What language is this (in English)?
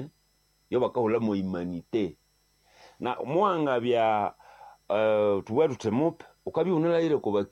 Nande